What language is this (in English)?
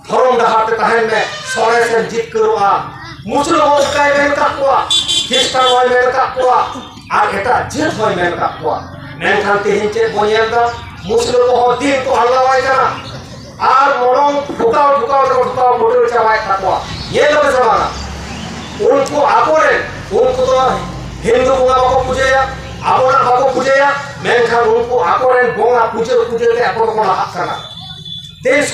Santali